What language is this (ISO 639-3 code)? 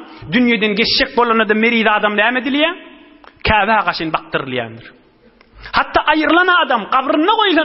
tuk